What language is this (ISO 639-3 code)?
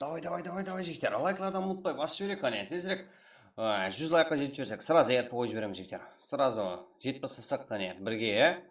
kaa